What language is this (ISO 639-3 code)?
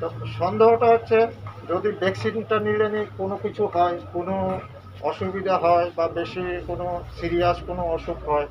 ria